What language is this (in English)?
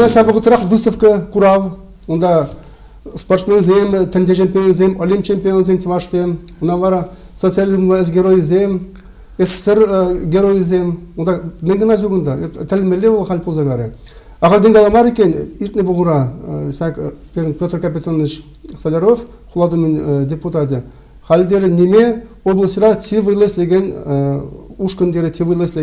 Chuvash